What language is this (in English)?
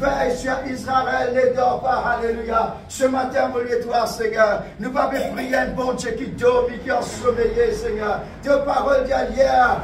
Morisyen